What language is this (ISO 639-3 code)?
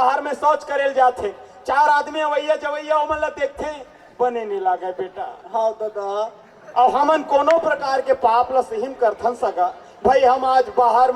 hne